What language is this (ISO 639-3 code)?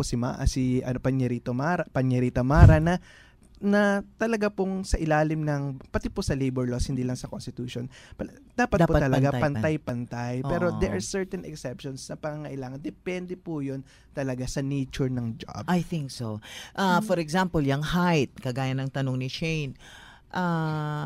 fil